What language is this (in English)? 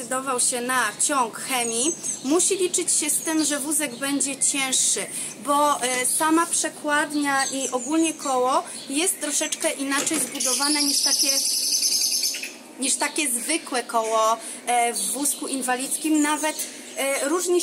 Polish